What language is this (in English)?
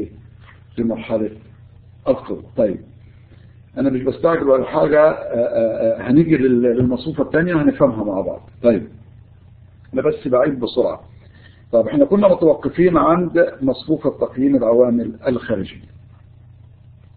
Egyptian Arabic